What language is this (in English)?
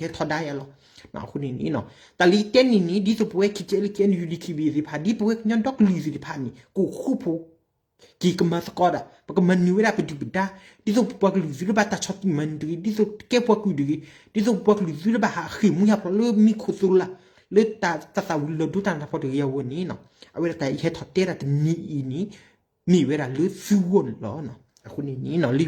S'gaw Karen